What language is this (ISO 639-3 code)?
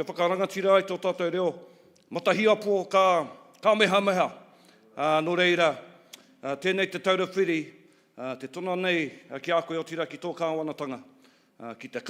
mri